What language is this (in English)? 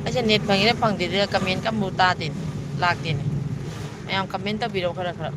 Manipuri